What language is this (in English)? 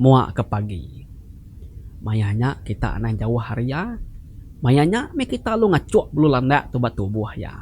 Iban